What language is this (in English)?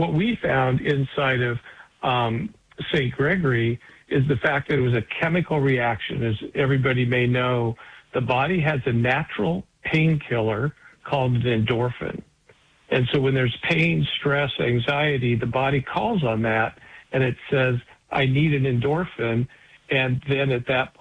English